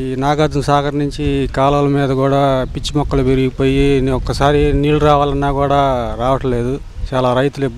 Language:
Telugu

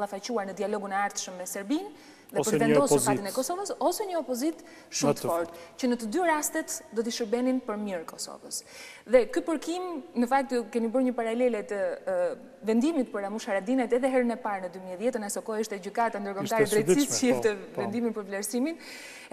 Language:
Albanian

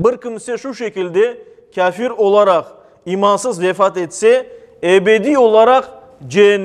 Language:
Crimean Tatar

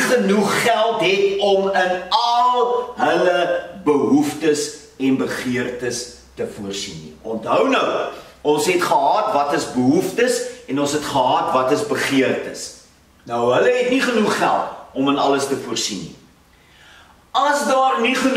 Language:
Afrikaans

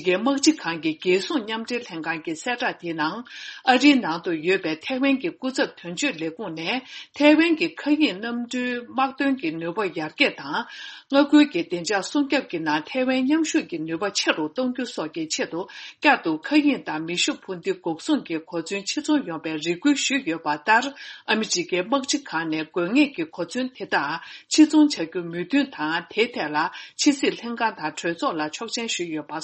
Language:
Tibetan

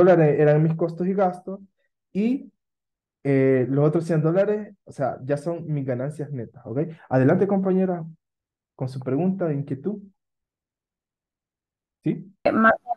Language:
Spanish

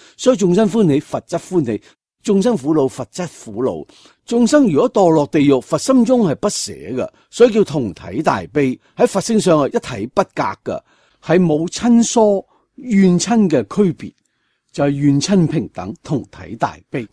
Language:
Cantonese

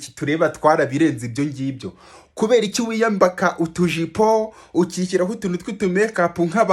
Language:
Kinyarwanda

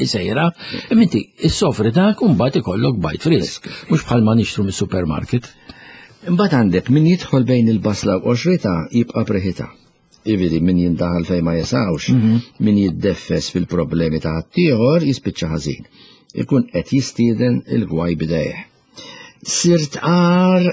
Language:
Maltese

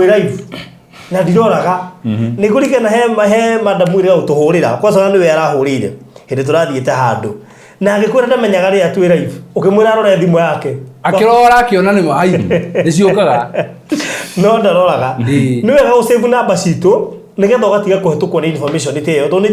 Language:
Kikuyu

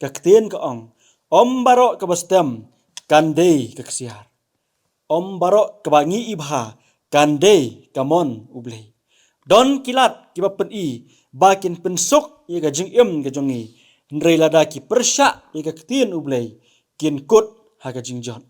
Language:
Khasi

